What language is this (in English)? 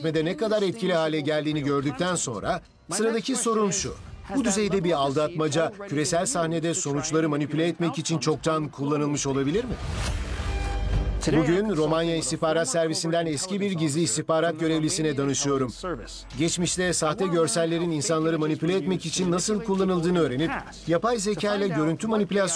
Turkish